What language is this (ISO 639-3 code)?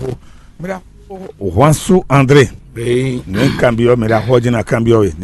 fon